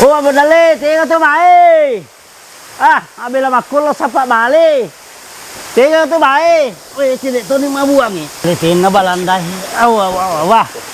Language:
Buginese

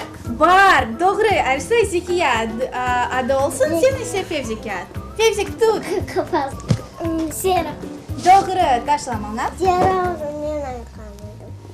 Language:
Crimean Tatar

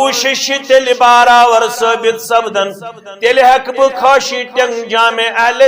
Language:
Kashmiri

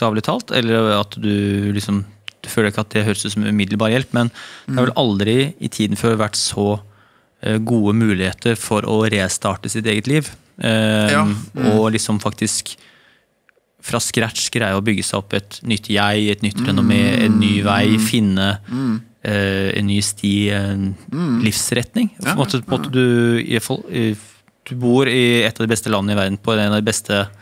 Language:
Norwegian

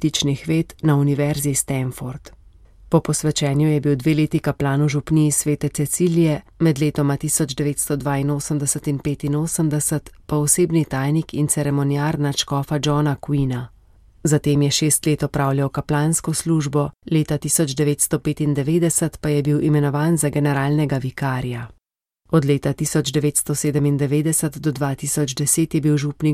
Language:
Slovenian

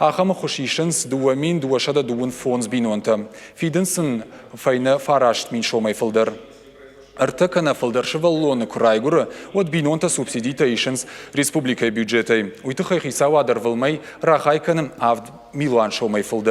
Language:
Ossetic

